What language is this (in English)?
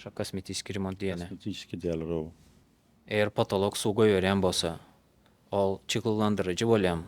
Turkmen